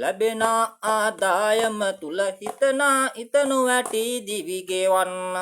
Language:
Sinhala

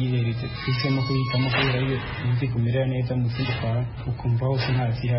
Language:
Kinyarwanda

